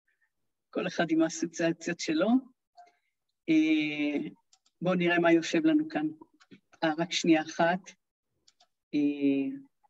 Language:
Hebrew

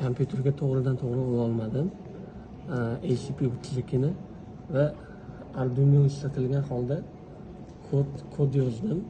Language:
Uzbek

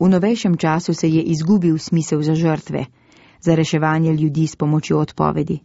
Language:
Slovenian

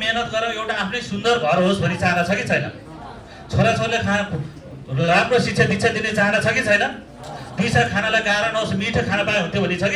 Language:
Nepali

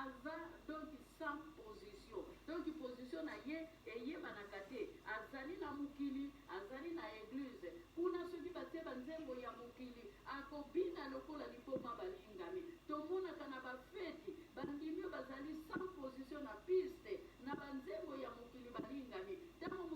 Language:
Lingala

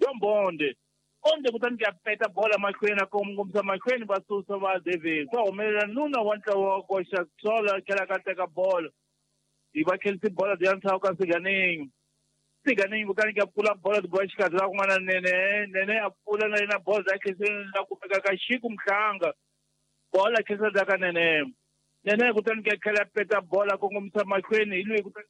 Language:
Tsonga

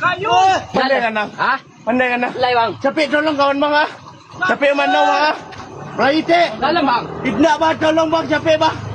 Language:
Minangkabau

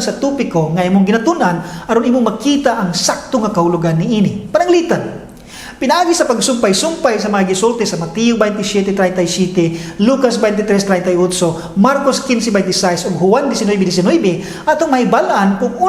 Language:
Cebuano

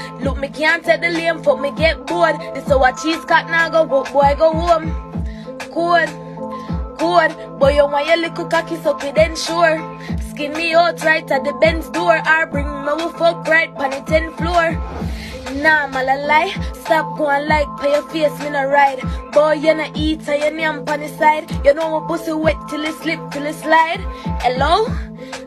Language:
Jamaican Creole English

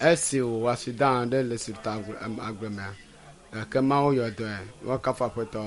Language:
Ewe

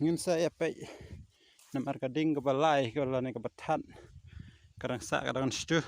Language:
Khasi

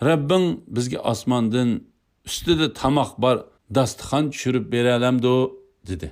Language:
Uyghur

